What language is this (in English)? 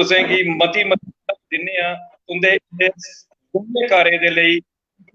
Dogri